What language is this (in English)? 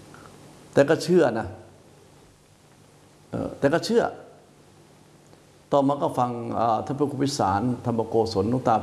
Thai